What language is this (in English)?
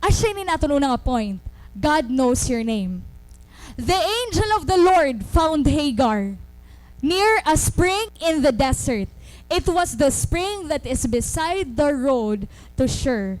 Waray